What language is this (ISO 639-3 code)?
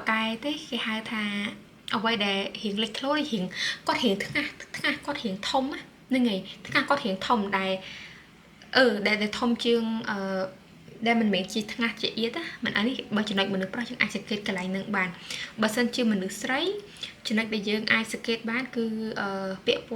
khm